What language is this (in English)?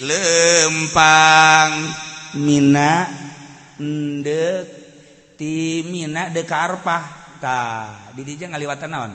Sundanese